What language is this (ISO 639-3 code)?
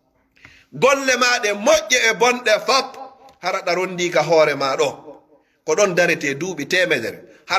ful